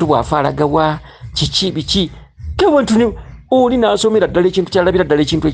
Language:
Ganda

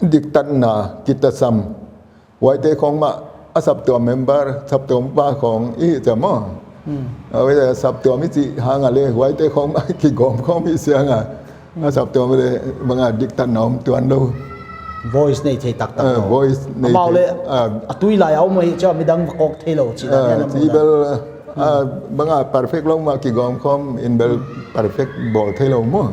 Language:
Paite Chin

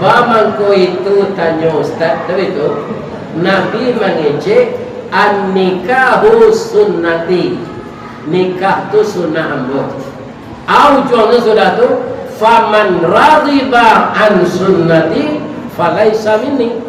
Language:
Minangkabau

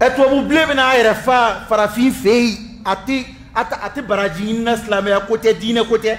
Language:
Bambara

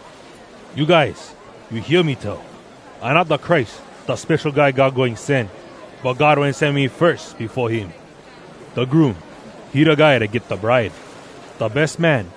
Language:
Hawai'i Creole English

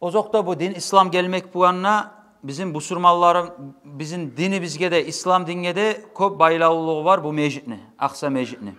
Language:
Kumyk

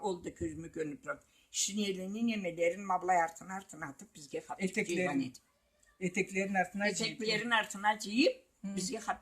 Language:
Karachay-Balkar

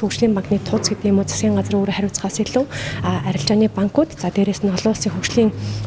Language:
Mongolian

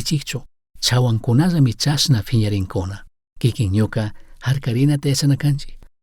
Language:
Chimborazo Highland Quichua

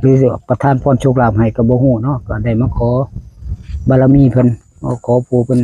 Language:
Northeastern Thai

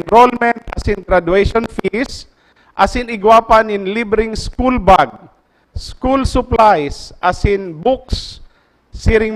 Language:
Bikol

